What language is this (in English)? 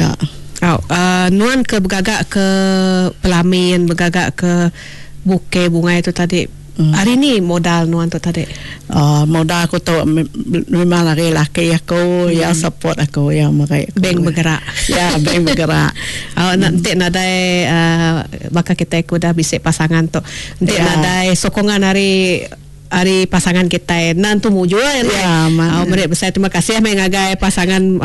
Iban